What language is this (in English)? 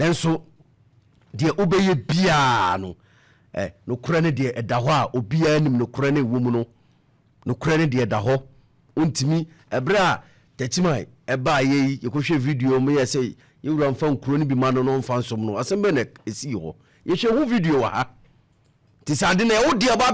Akan